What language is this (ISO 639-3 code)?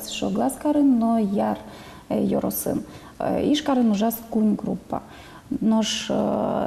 udm